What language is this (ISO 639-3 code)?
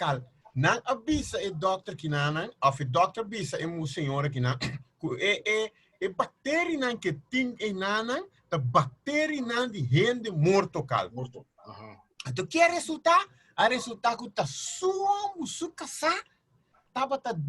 pap